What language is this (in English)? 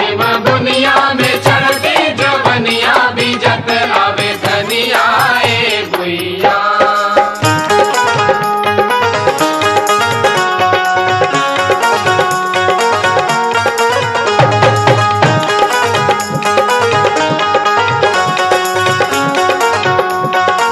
Bhojpuri